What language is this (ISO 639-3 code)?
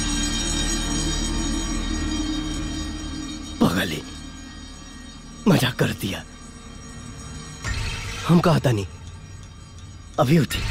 bho